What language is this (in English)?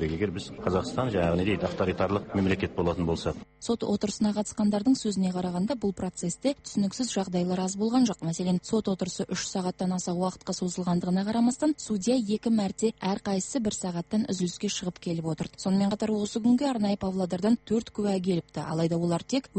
Kazakh